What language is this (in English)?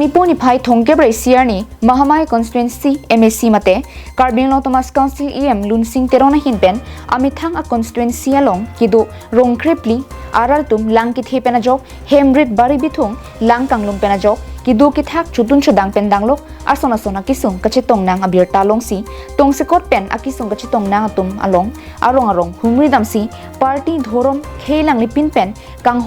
Karbi